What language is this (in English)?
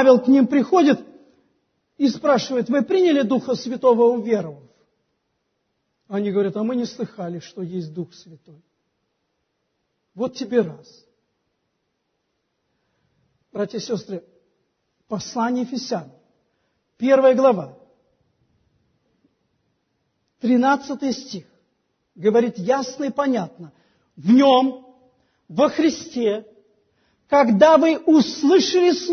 Russian